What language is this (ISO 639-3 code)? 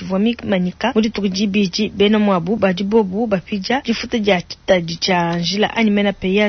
lua